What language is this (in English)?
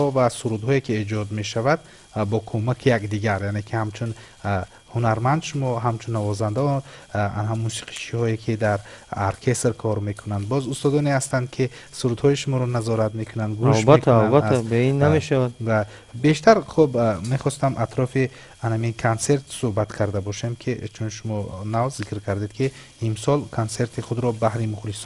Tajik